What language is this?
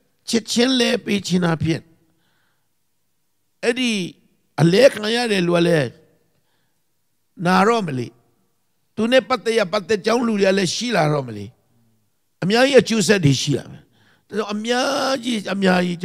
Burmese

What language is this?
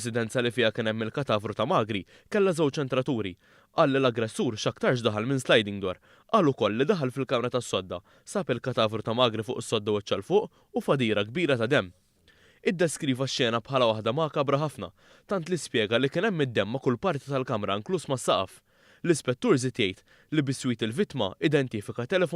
Maltese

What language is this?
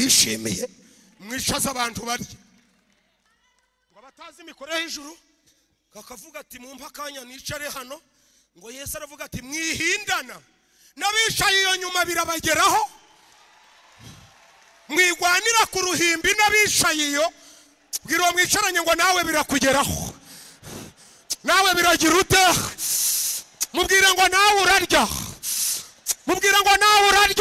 Kinyarwanda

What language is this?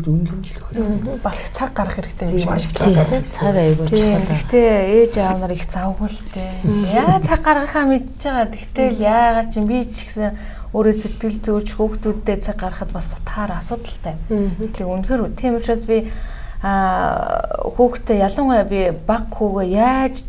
Mongolian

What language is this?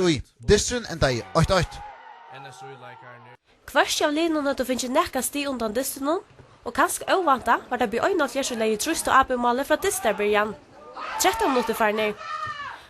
Faroese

